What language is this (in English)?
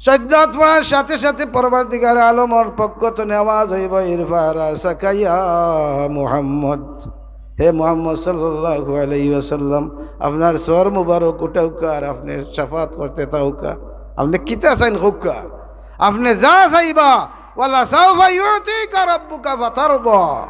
Sylheti